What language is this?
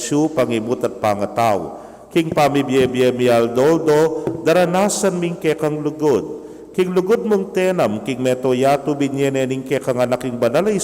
Pampanga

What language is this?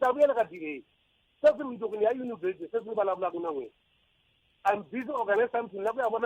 Tsonga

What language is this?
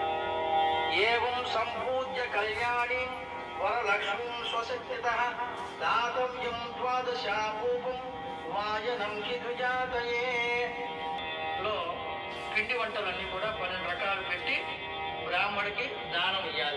Telugu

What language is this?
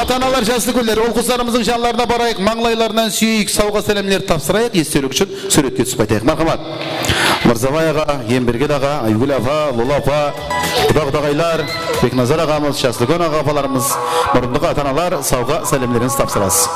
Kara-Kalpak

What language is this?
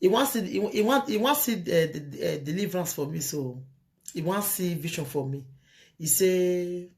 Nigerian Pidgin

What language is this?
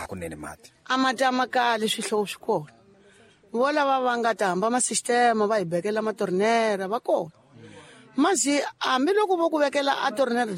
Tsonga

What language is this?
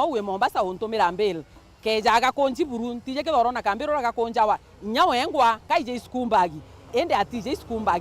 Meru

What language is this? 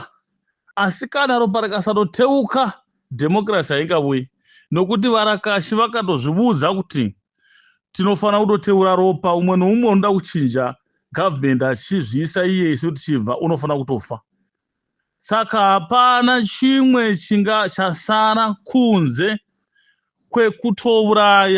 Shona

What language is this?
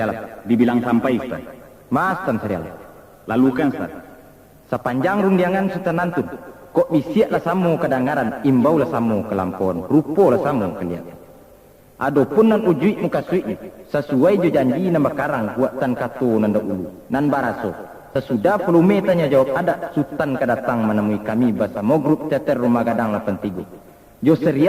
Minangkabau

